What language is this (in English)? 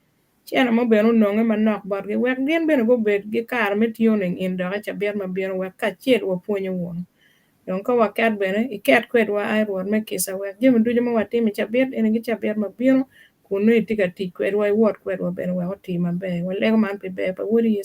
Acoli